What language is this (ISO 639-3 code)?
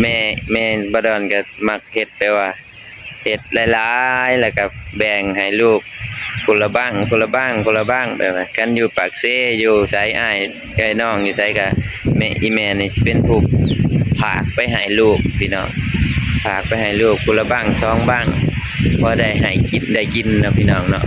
lao